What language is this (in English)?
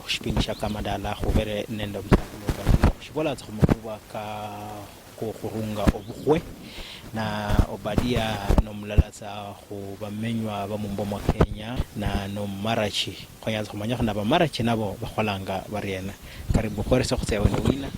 Luyia